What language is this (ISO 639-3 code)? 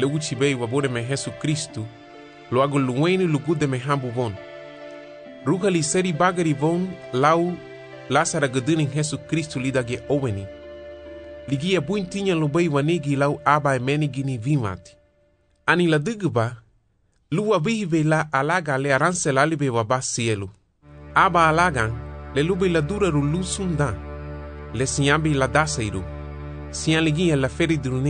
cab